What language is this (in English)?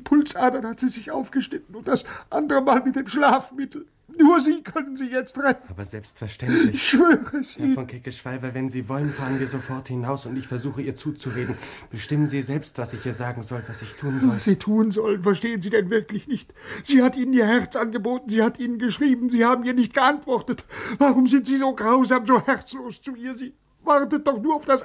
German